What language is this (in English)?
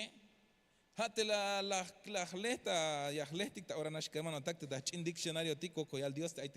Tzeltal